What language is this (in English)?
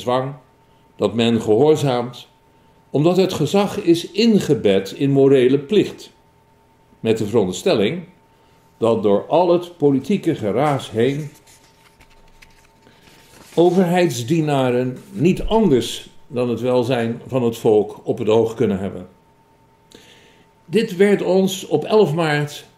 Dutch